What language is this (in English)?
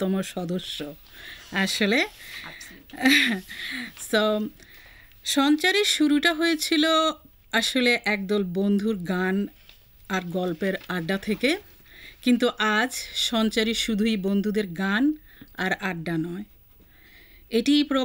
Bangla